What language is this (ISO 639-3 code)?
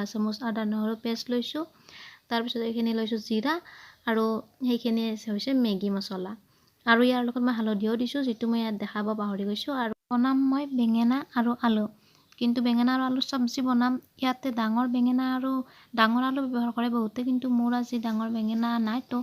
asm